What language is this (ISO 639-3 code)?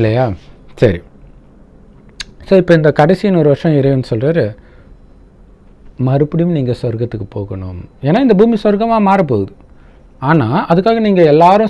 tam